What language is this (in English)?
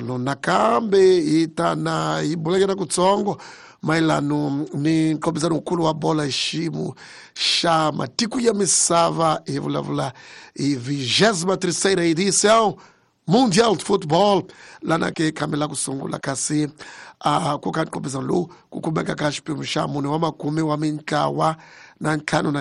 Tsonga